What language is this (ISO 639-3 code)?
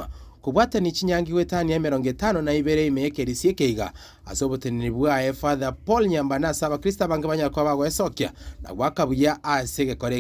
guz